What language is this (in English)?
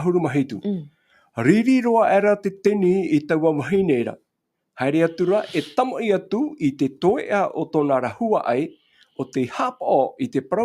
Tahitian